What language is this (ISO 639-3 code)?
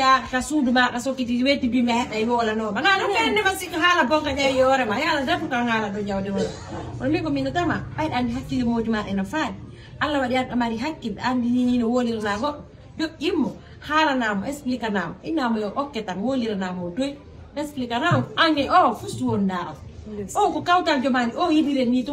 ful